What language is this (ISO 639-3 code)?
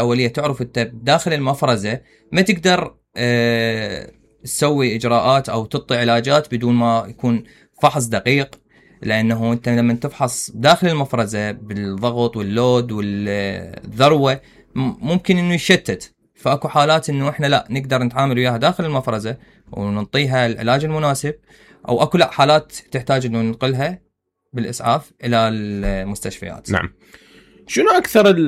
acm